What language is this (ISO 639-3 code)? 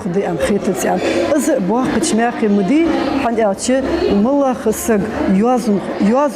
inh